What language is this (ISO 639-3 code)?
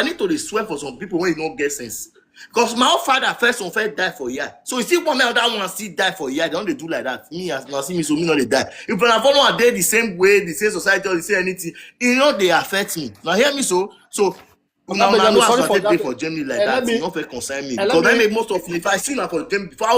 pcm